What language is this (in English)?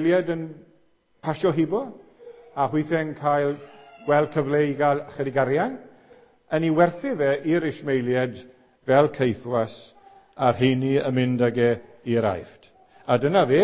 Welsh